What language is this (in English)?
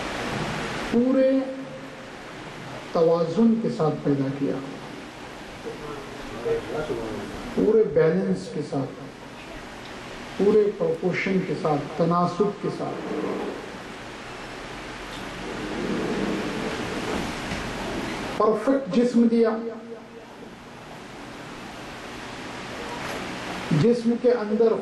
Urdu